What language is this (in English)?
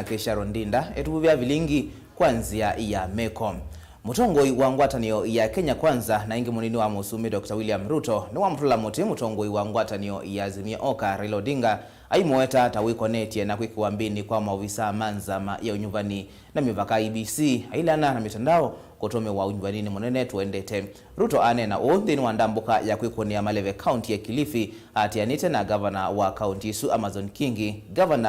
Kamba